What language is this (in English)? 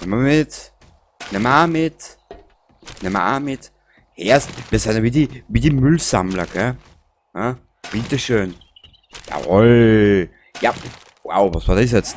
Bavarian